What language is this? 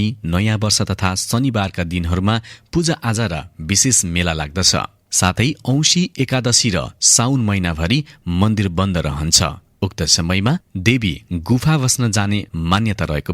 Nepali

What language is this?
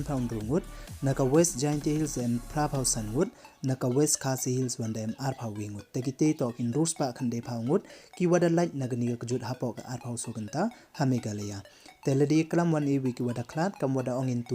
Pnar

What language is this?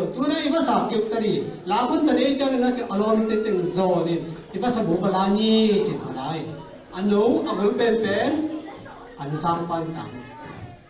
Tedim Chin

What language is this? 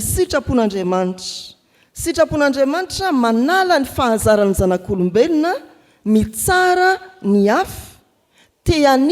Malagasy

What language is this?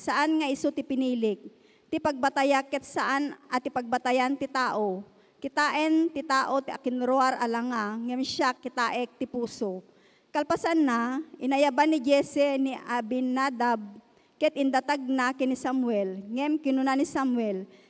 Iloko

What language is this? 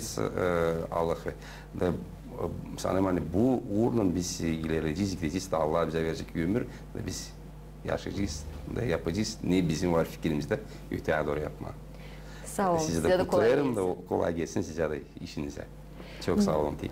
Gagauz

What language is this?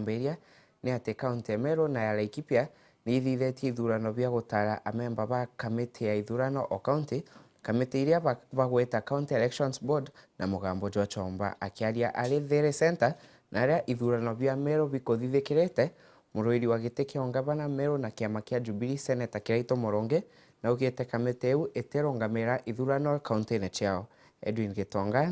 Meru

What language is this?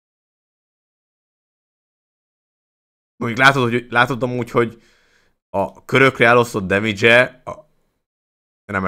Hungarian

